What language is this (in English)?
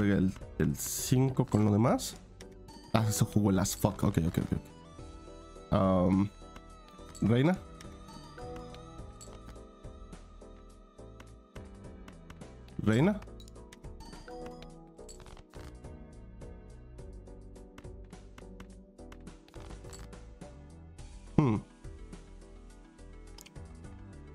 Spanish